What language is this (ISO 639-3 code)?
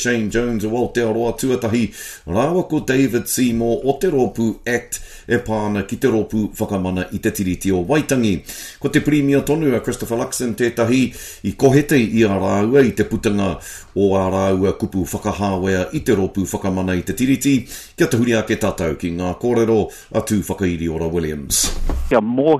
mri